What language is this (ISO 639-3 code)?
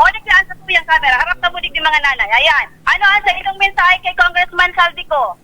bik